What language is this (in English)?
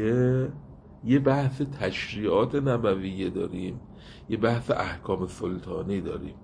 Persian